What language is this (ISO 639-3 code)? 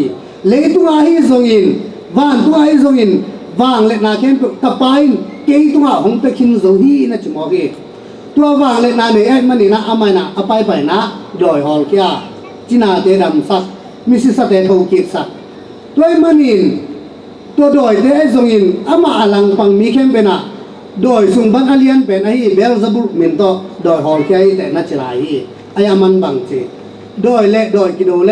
ctd